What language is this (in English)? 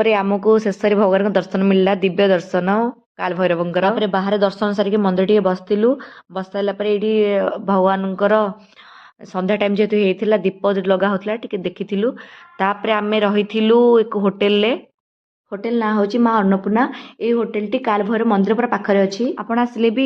Odia